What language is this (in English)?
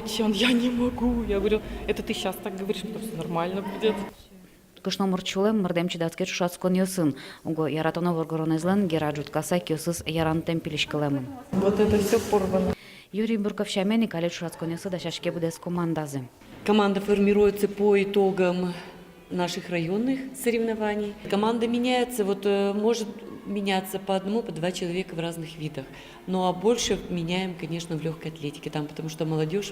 Udmurt